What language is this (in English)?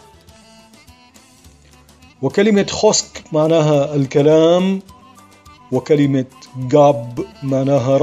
Arabic